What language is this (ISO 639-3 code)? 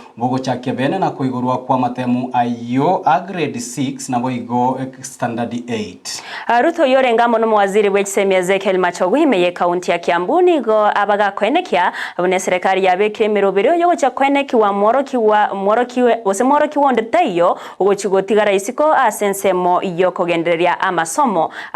guz